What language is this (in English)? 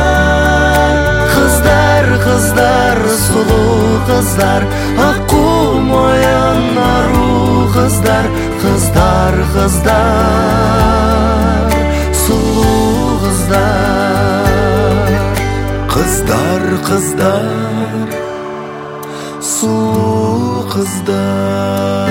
Kazakh